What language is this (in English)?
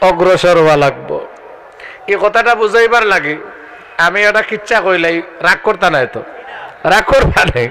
Sylheti